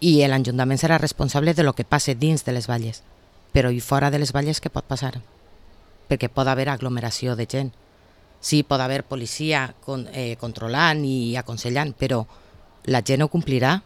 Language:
Catalan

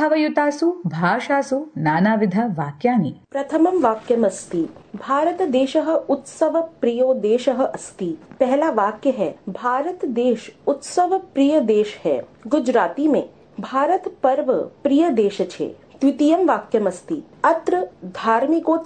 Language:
Sanskrit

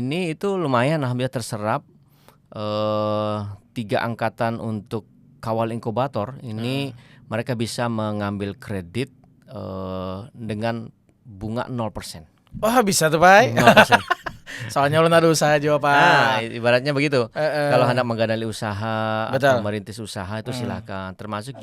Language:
Banjar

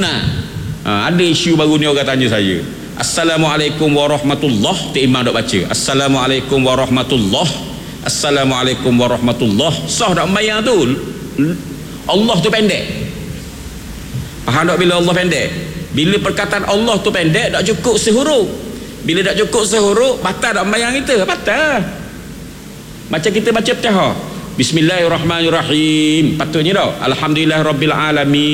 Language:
Malay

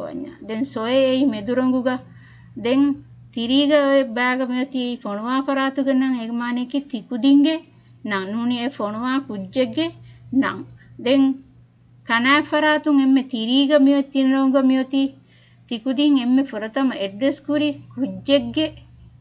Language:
Divehi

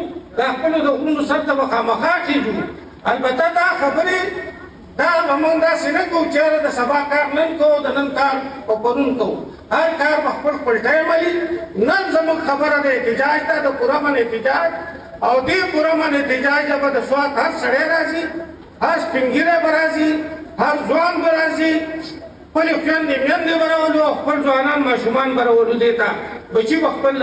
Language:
Pashto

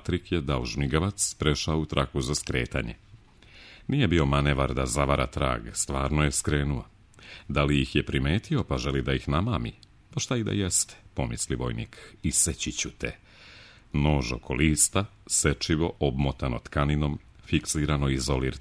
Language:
Serbian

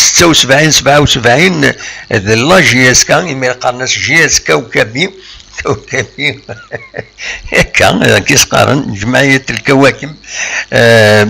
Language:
Kabyle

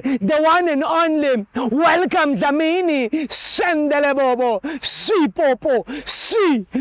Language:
Zulu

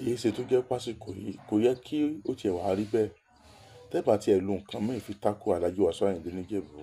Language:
Yoruba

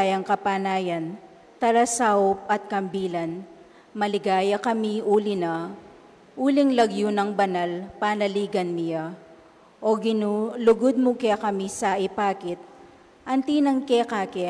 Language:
Pampanga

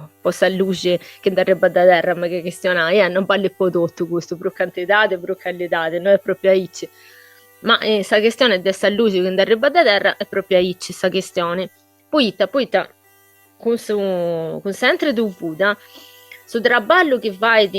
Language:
Sardinian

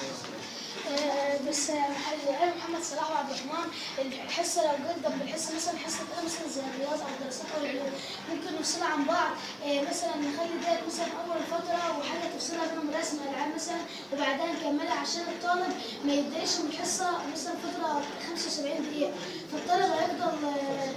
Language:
Egyptian Arabic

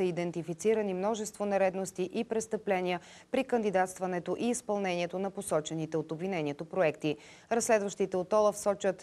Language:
Bulgarian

